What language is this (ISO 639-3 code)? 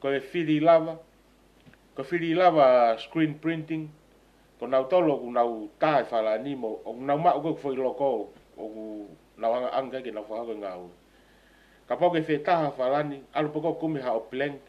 ton